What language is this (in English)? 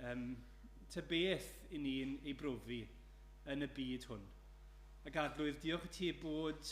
Welsh